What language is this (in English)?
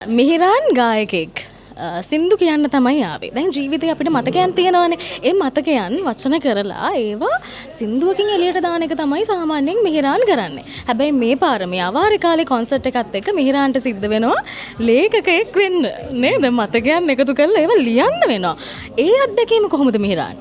Sinhala